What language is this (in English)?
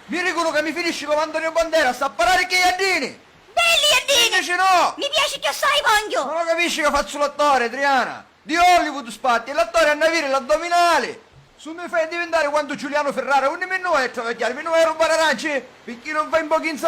Sicilian